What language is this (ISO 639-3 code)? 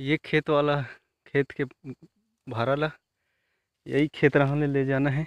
hne